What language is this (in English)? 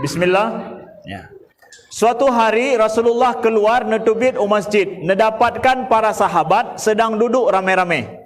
Achinese